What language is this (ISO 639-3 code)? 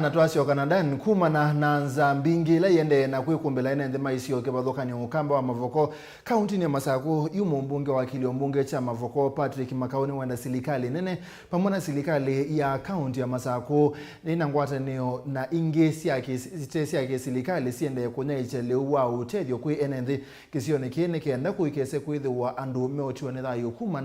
kam